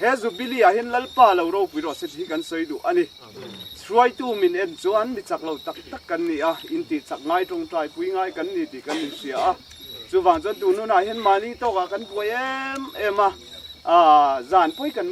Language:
Mizo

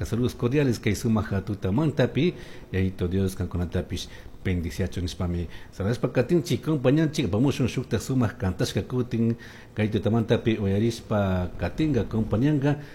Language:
Chimborazo Highland Quichua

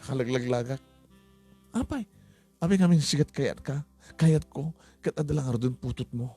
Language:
Iloko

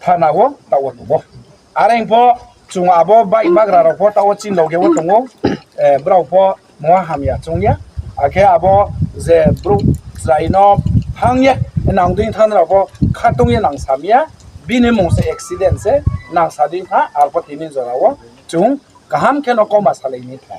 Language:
Riang (India)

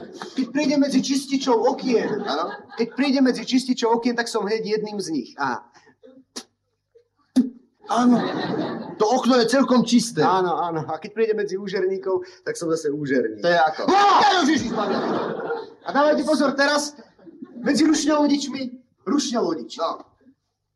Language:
Slovak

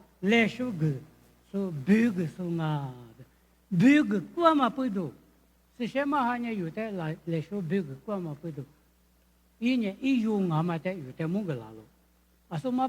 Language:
Lisu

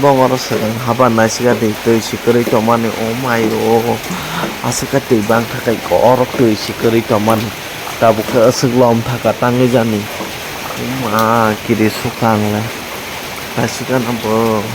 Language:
Kok Borok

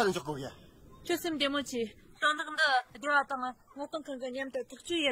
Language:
Tibetan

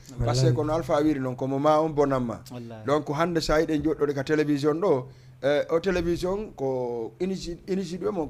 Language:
Fula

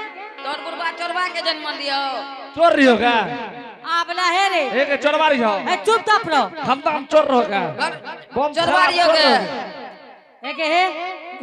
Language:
Angika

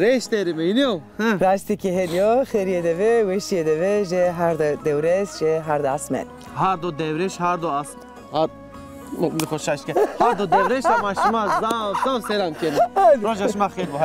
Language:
Zaza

